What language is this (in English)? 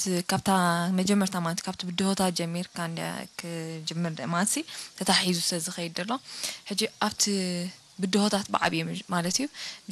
Tigrinya